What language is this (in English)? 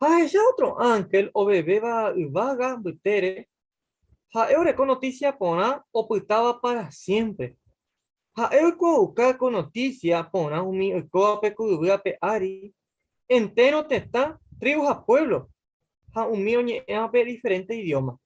Guarani